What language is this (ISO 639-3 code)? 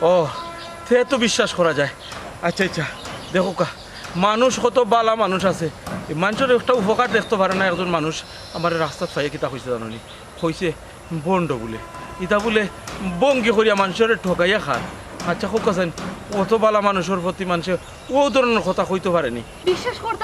syl